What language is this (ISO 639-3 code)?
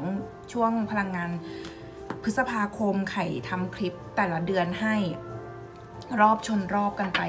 tha